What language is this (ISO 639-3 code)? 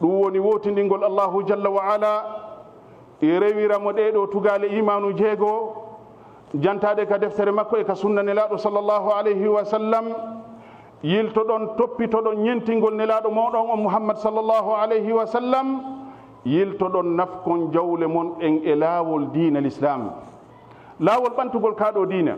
ful